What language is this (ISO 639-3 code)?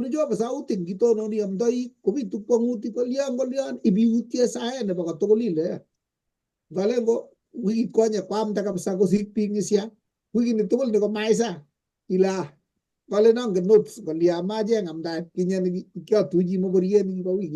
kln